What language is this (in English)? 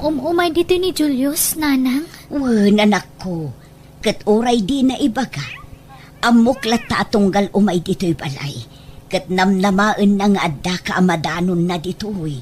Iloko